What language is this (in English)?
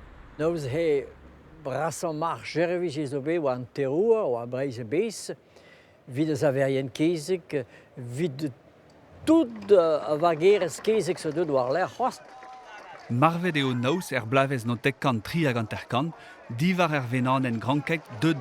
Breton